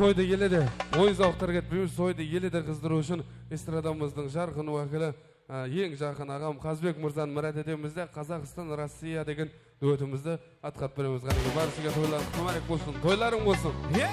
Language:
Kara-Kalpak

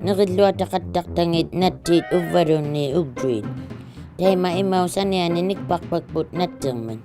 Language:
Inuktitut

